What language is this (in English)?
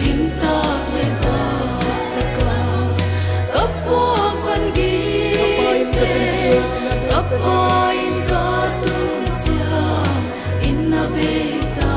Paite Chin